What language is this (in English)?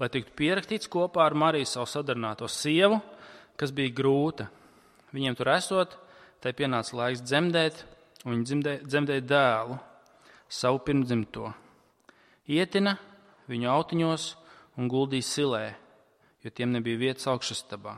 Latvian